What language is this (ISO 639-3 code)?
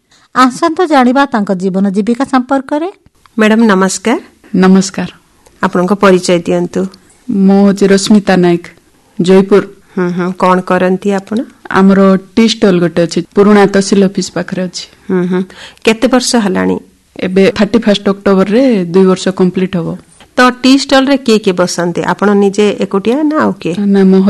ori